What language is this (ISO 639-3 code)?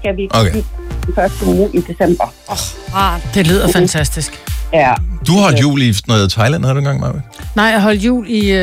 dan